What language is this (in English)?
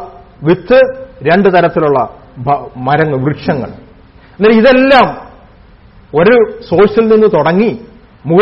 Malayalam